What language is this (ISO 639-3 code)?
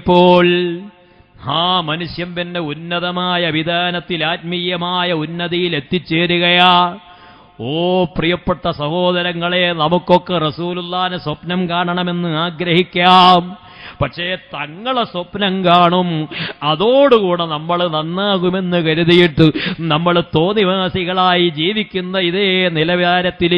mal